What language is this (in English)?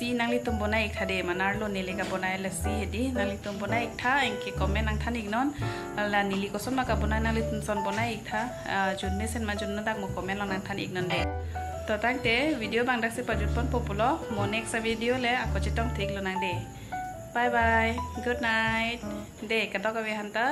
Karbi